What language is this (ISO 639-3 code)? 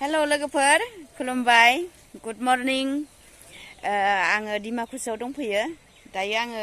brx